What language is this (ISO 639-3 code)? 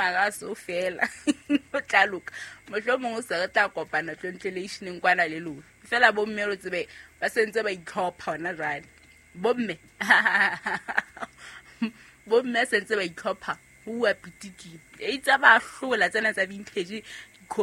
sot